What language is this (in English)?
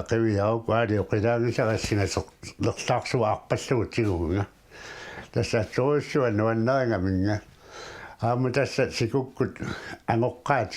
Kalaallisut